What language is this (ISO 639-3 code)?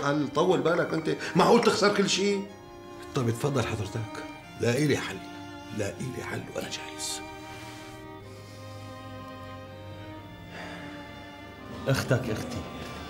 apc